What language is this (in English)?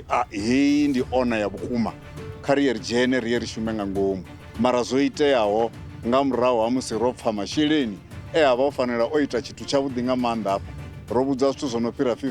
Venda